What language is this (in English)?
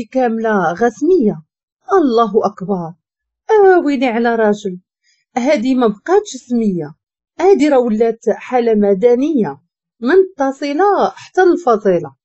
Moroccan Arabic